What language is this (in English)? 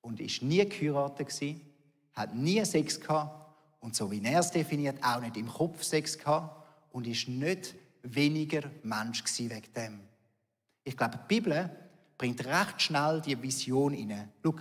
Swiss German